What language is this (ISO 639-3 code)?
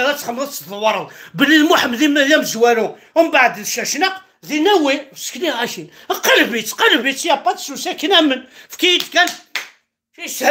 kab